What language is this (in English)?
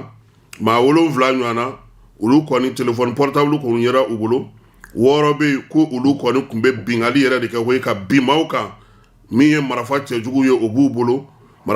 Bambara